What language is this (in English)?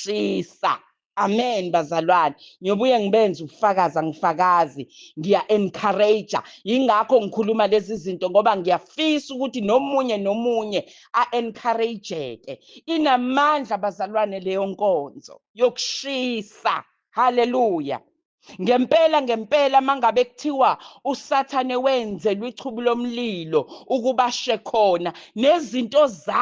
Zulu